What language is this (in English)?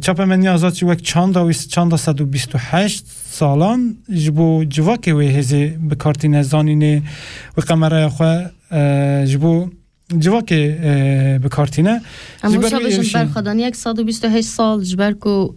Kurdish